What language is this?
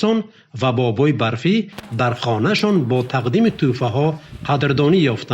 Tajik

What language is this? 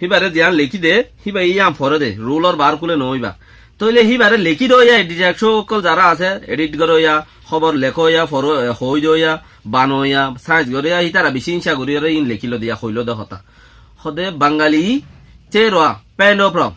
Rohingya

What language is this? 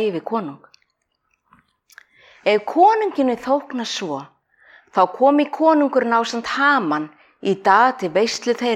Icelandic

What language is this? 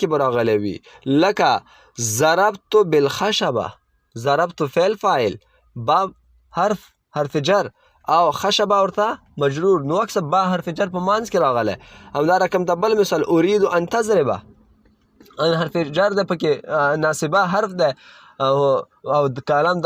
Pashto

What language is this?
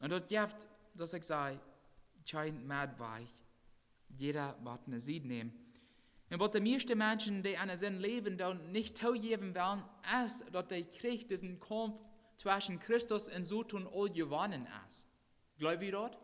Plautdietsch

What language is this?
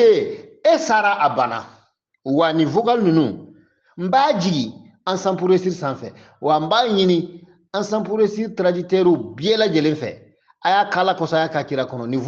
Bambara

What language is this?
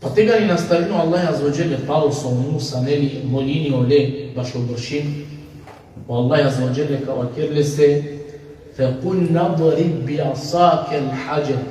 Balkan Romani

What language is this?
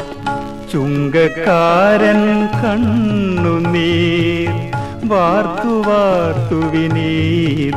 Malayalam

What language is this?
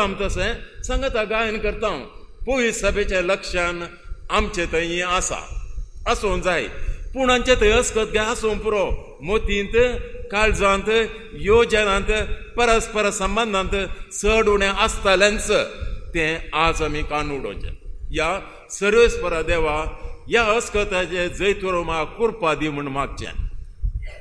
Konkani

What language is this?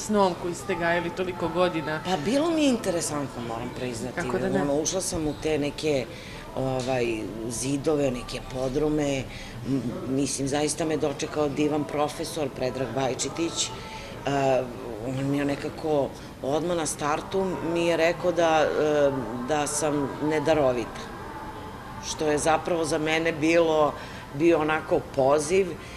Serbian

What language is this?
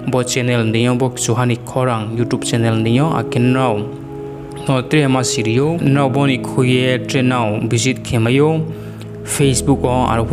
Riang (India)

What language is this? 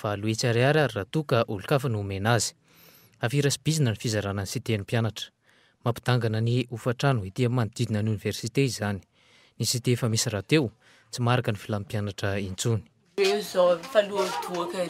Malagasy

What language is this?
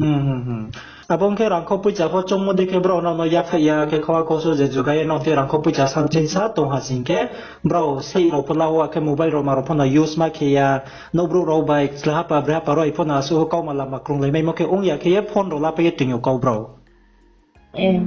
Riang (India)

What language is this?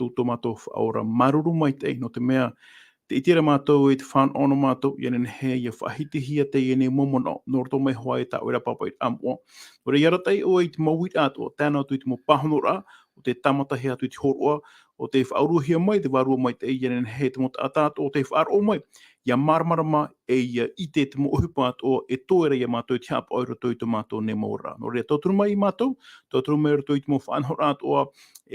Tahitian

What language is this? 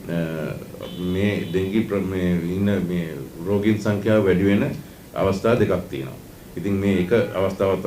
Sinhala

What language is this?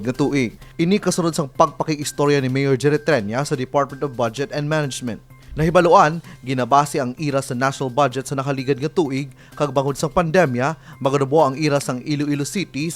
Hiligaynon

